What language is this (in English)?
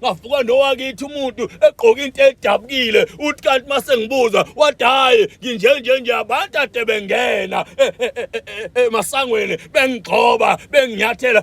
Zulu